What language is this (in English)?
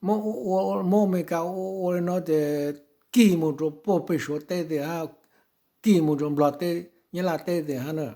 Hmong